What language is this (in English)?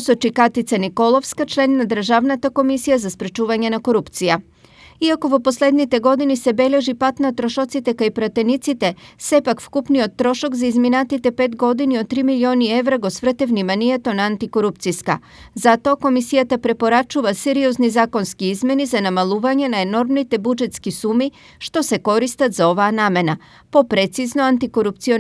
Macedonian